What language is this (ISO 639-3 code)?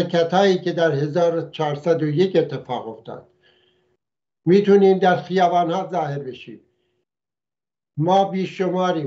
fas